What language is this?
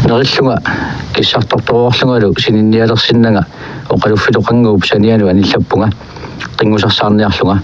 Kalaallisut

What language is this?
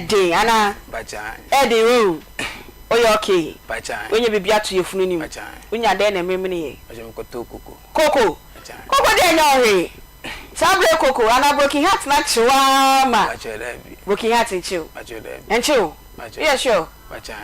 Akan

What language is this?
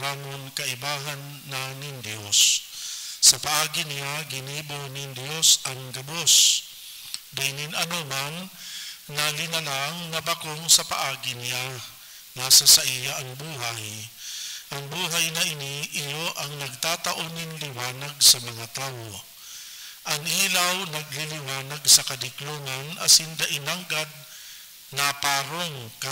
Bikol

